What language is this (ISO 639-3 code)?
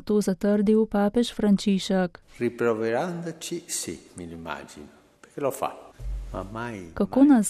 slv